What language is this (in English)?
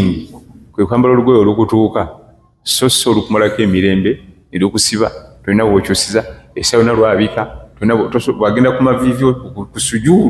Ganda